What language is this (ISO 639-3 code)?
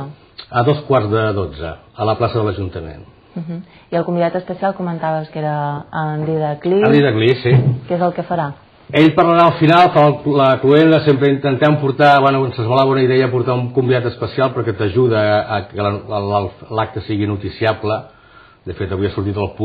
cat